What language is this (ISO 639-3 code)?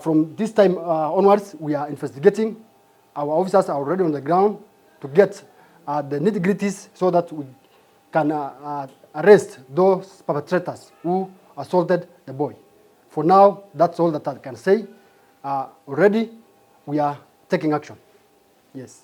guz